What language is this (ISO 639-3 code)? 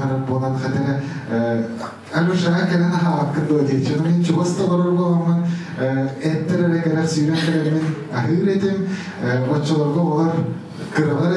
sah